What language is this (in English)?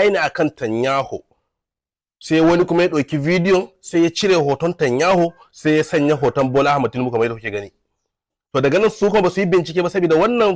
Hausa